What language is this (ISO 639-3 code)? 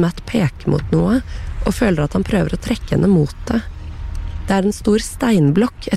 nor